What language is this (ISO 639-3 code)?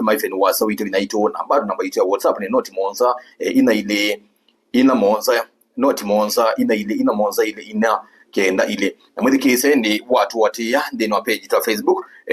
kam